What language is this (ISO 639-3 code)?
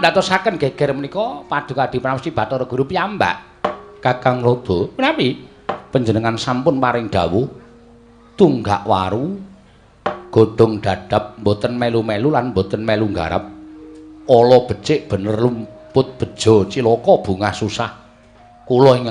jav